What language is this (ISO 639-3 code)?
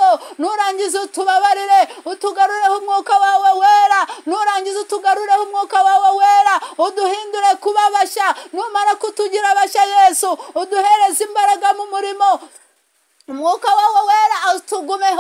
kin